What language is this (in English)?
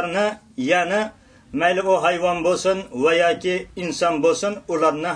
Uyghur